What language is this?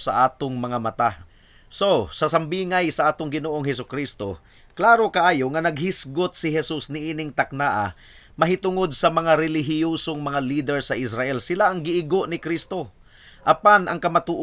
Cebuano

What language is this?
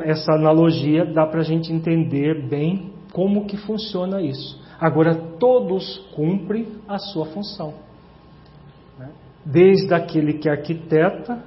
Portuguese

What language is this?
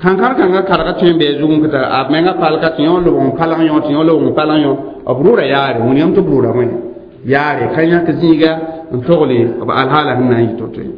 Mossi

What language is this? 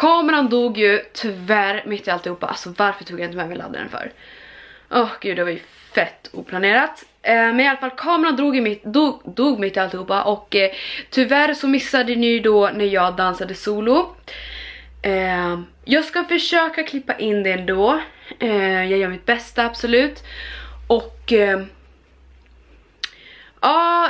Swedish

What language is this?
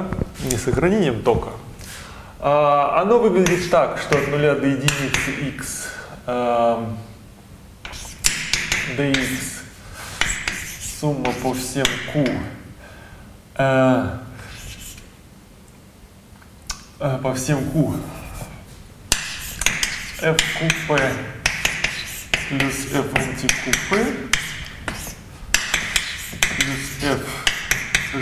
Russian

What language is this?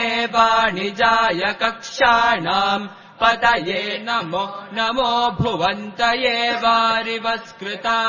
Sanskrit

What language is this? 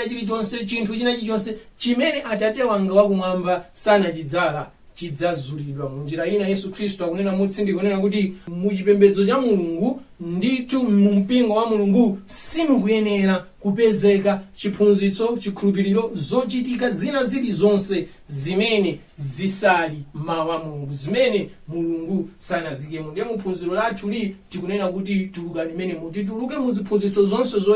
Nyanja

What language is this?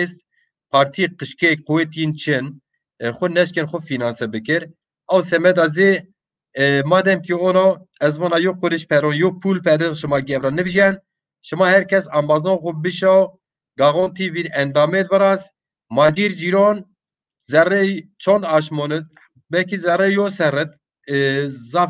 Zaza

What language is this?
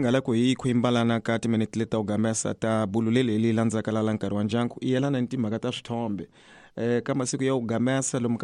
Tsonga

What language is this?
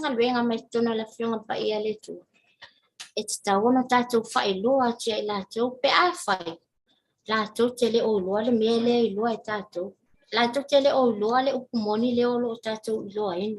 Samoan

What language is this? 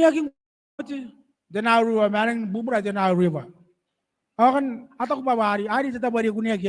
Gilbertese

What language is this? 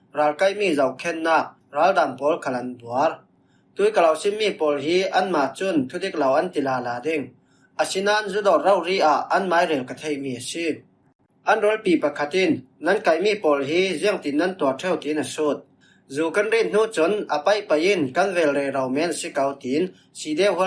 Falam Chin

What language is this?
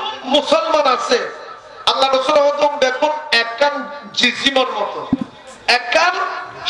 Rohingya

